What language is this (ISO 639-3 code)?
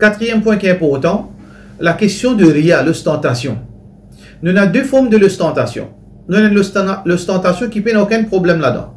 mfe